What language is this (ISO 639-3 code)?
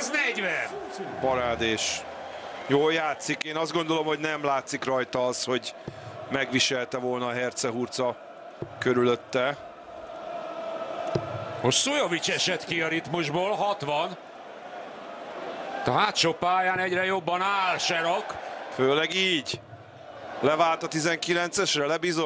hun